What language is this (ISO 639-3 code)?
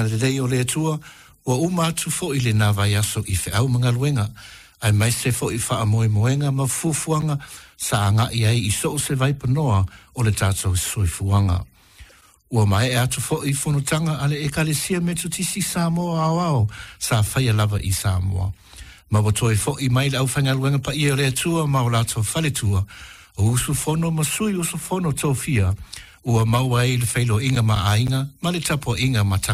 smo